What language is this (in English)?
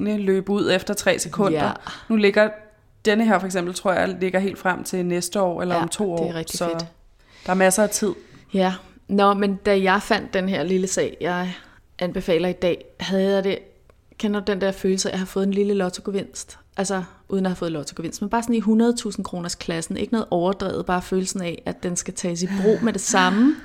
Danish